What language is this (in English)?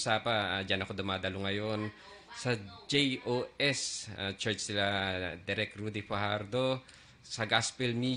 Filipino